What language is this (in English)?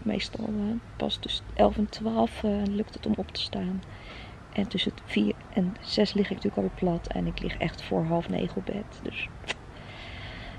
Dutch